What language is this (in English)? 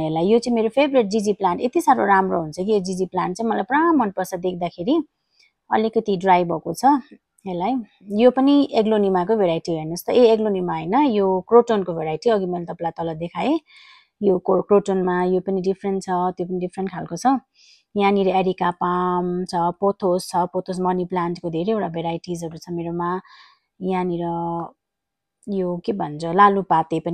Nepali